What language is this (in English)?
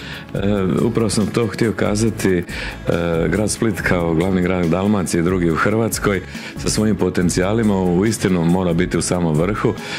Croatian